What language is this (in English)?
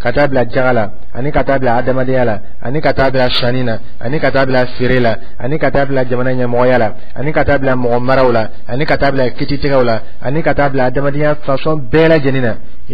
Dyula